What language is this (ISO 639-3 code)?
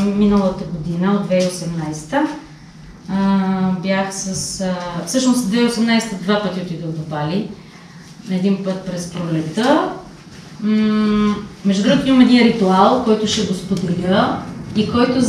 bul